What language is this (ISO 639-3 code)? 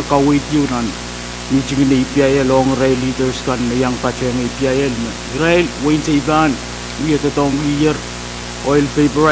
pon